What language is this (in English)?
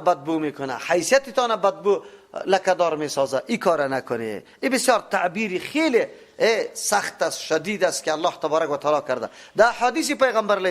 Persian